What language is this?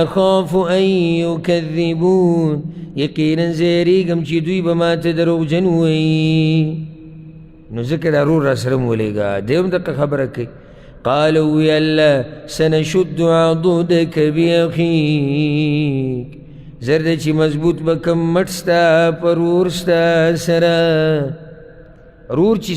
Pashto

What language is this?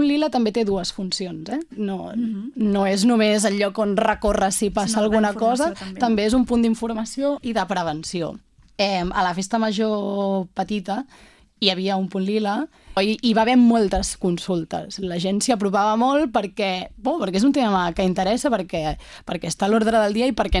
Catalan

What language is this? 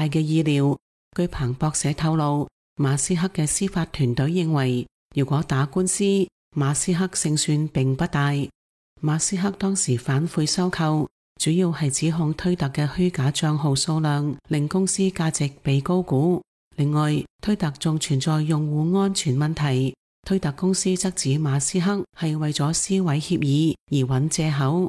Cantonese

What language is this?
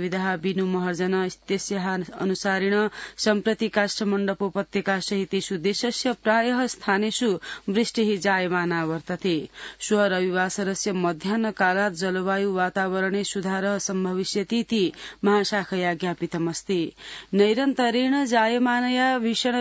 Sanskrit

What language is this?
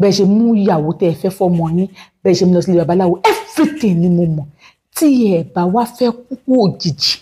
Yoruba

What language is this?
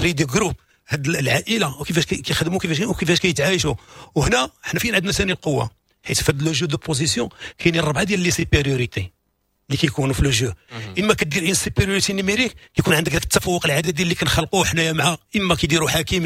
Moroccan Arabic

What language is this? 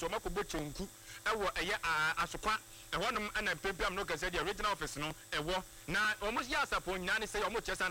Akan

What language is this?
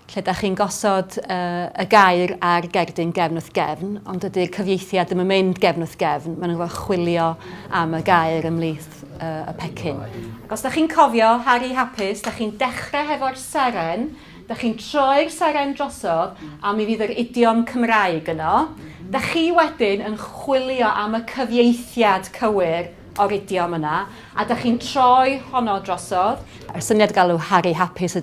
Welsh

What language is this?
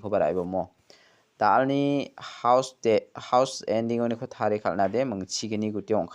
Garo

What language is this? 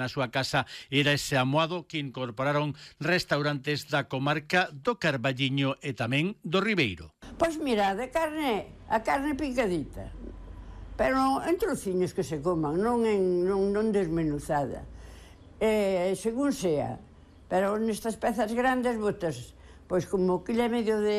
Galician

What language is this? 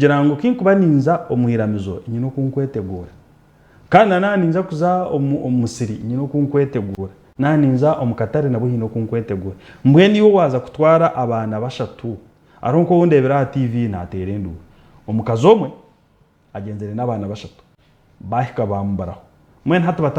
Nyankole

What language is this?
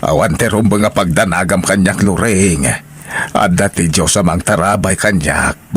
Iloko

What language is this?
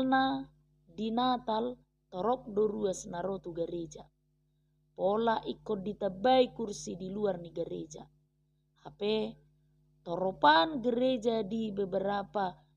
Batak Toba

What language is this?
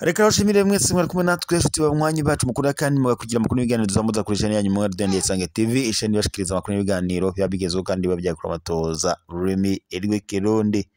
Rundi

